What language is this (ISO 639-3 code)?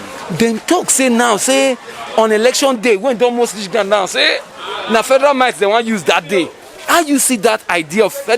pcm